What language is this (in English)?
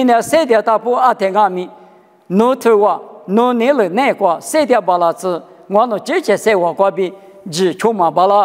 Lisu